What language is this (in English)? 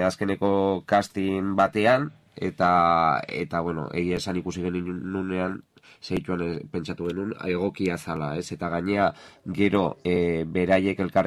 Basque